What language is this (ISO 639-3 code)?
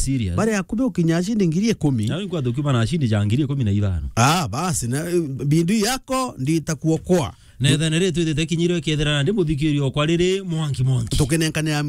mer